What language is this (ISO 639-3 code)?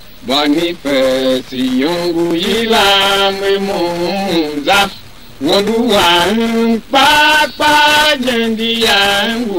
tiv